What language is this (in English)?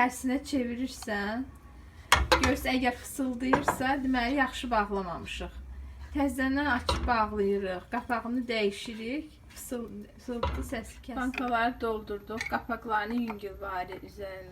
Azerbaijani